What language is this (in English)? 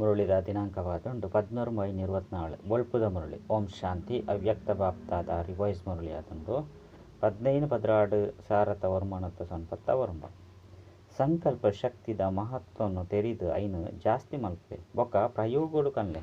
Tulu